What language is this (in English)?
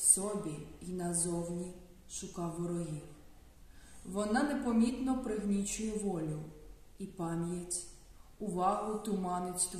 Ukrainian